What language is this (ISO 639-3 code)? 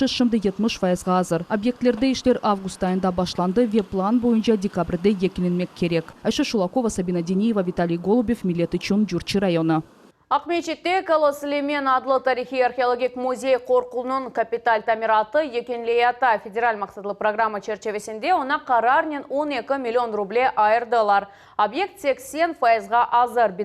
crh